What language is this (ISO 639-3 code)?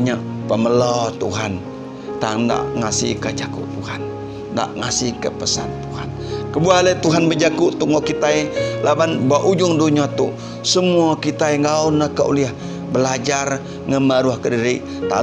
iba